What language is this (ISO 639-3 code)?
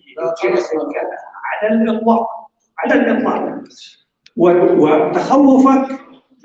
apc